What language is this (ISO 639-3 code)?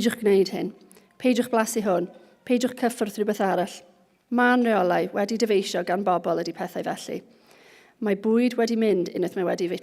cym